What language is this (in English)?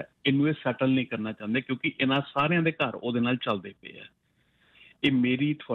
Punjabi